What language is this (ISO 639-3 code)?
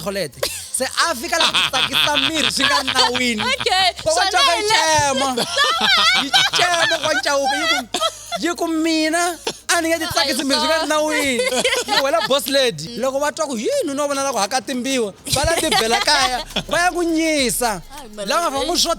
tso